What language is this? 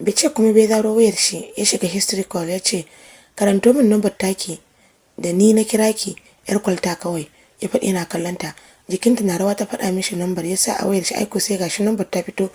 Hausa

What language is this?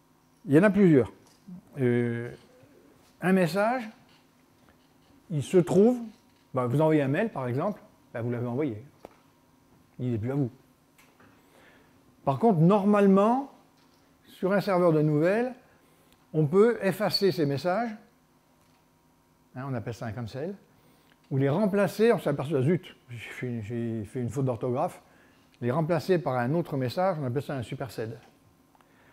French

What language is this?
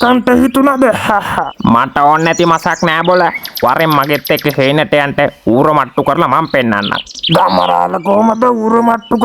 Sinhala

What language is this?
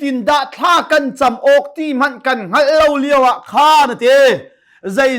Hakha Chin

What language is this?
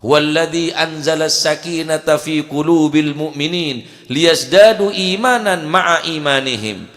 Madurese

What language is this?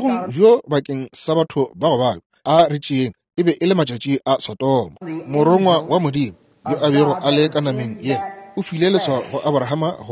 Northern Sotho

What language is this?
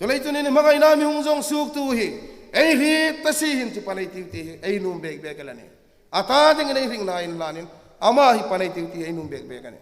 Hmar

